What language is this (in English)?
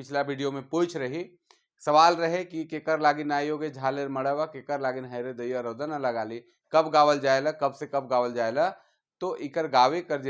Sadri